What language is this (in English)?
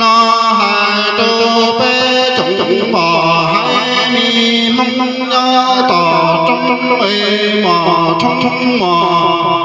Hmong